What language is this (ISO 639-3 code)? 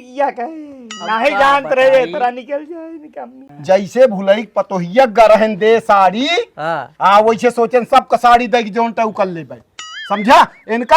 awa